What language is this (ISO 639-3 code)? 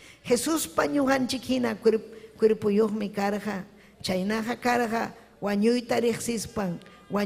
quy